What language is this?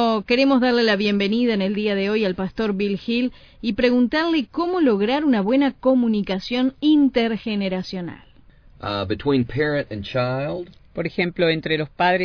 Spanish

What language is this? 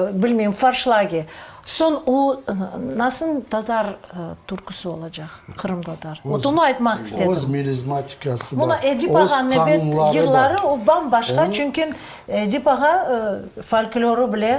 Crimean Tatar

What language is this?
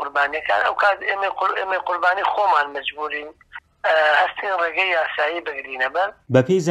Central Kurdish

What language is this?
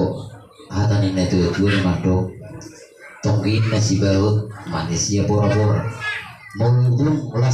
Batak Toba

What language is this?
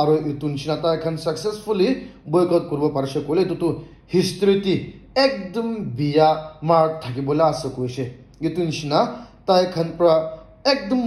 Naga Pidgin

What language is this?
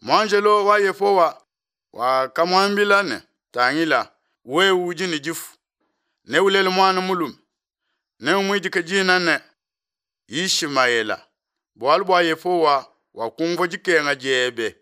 Luba-Lulua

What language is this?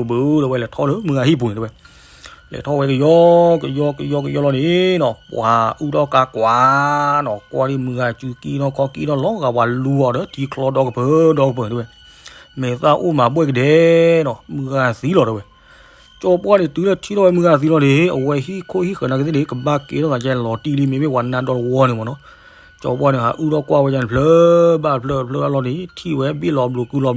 S'gaw Karen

